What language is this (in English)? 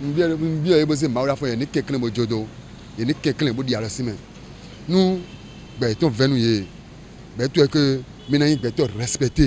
Fon